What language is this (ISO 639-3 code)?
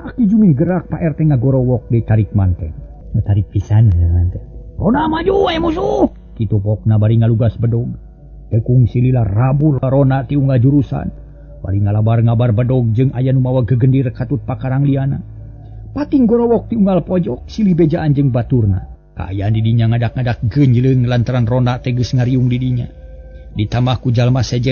sun